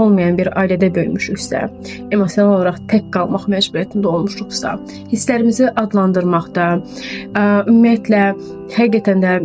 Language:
Azerbaijani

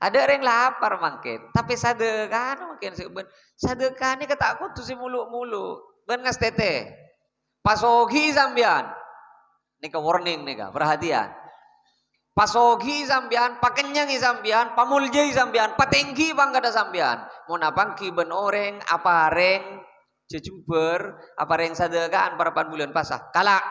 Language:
Madurese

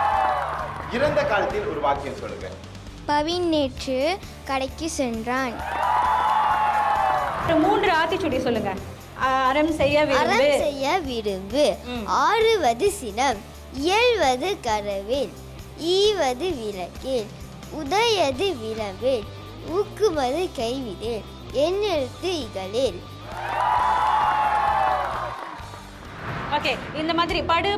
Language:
Tamil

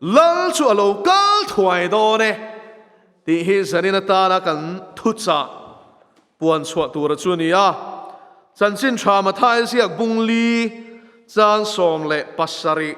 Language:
Mizo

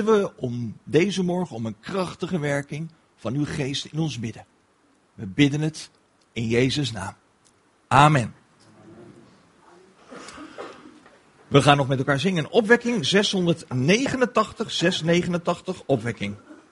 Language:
Dutch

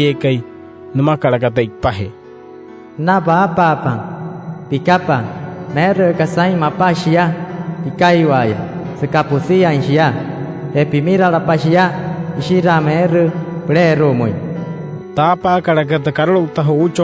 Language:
Wayuu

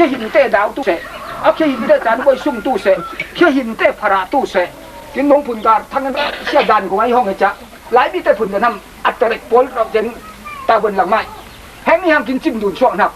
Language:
Falam Chin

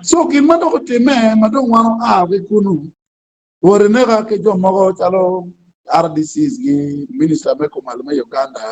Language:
Acoli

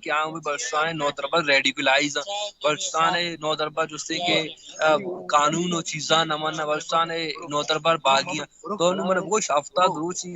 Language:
Baluchi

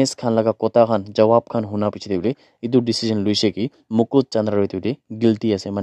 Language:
Naga Pidgin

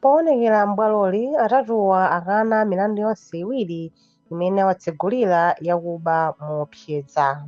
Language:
Nyanja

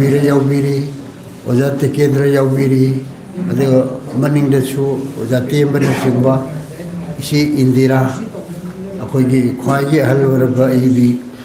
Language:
Manipuri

